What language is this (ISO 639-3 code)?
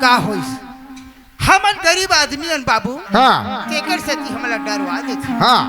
hne